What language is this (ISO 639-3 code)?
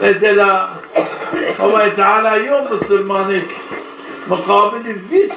zza